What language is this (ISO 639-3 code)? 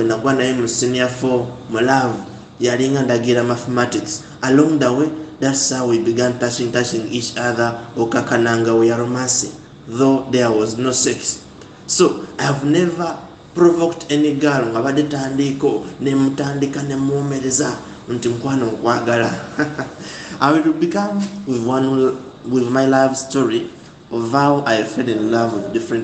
lug